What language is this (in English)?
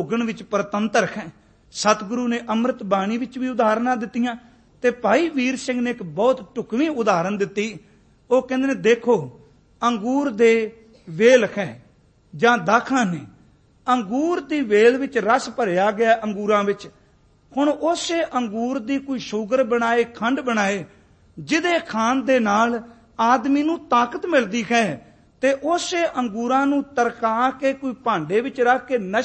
Punjabi